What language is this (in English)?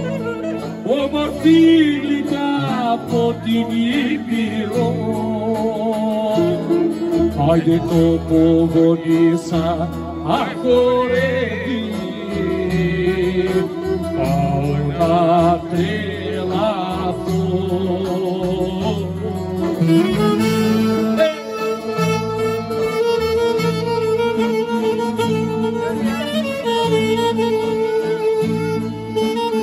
Greek